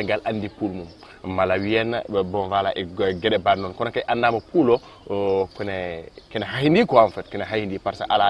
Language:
Fula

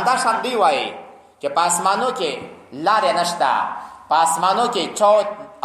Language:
Pashto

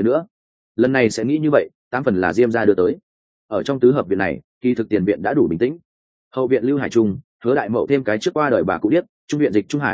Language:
Vietnamese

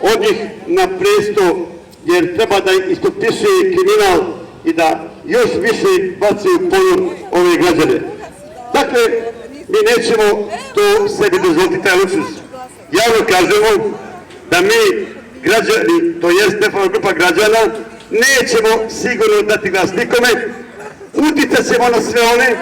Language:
Bosnian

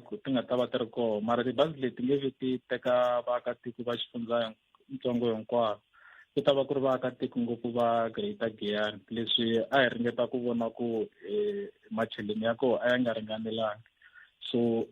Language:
Tsonga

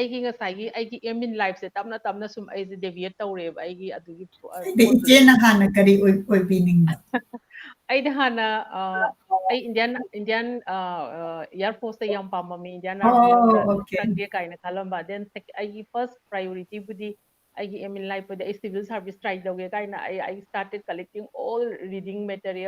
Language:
Manipuri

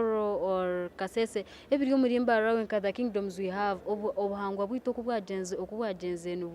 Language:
Nyankole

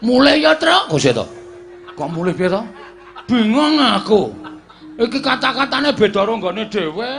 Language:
Javanese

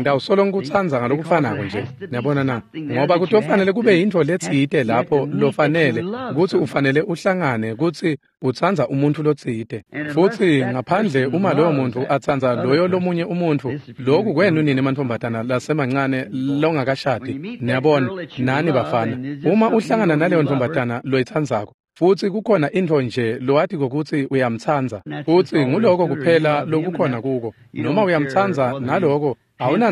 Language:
Swati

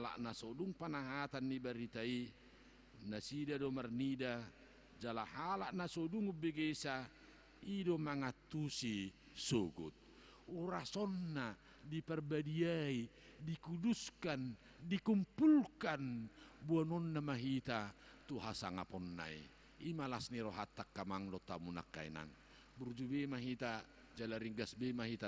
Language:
Batak Toba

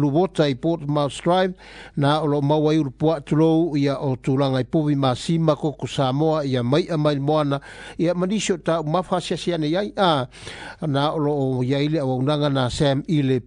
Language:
Samoan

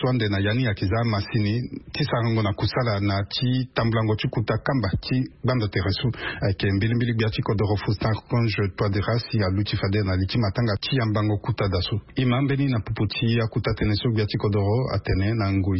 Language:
Sango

